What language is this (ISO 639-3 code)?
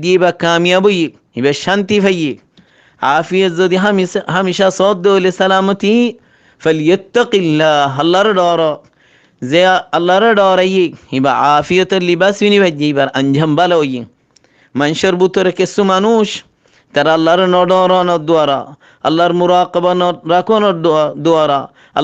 rhg